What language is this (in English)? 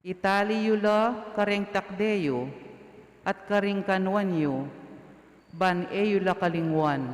Pampanga